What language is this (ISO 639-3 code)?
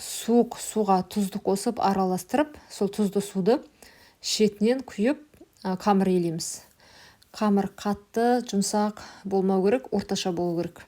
kaz